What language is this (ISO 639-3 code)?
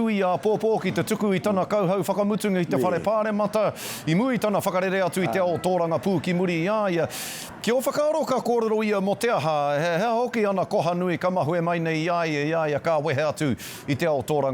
mri